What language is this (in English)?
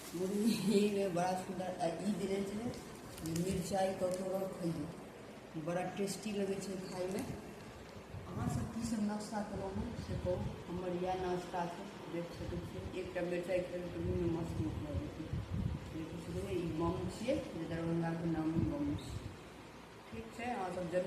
Maithili